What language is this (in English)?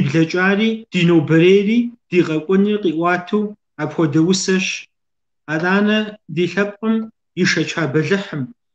Kabardian